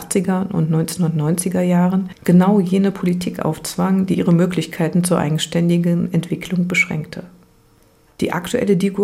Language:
German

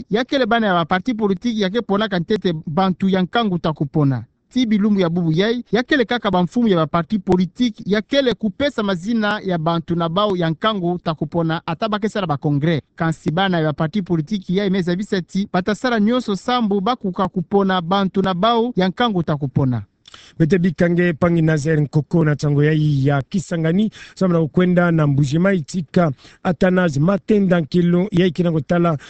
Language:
Kituba (Democratic Republic of Congo)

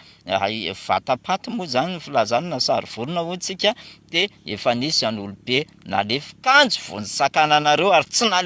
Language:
Malagasy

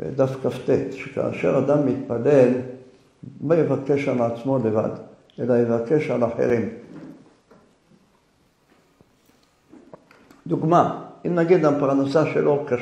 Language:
Hebrew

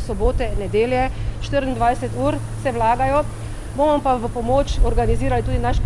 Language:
Slovenian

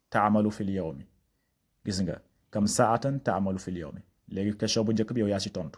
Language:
Wolof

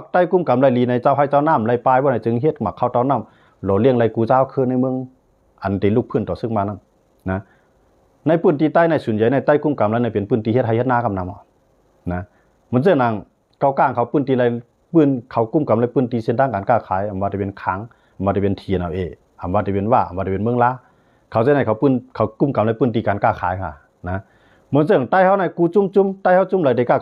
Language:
Shan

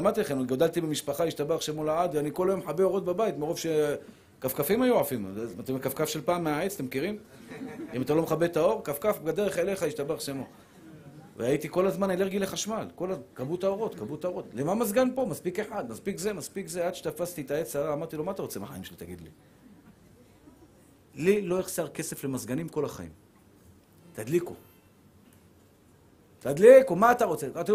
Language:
Hebrew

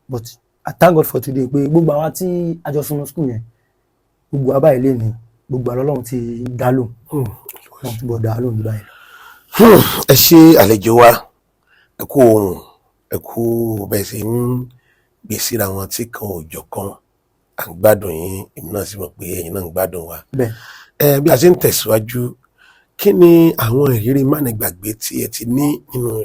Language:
Yoruba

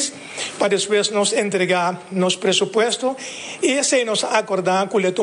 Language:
Papiamento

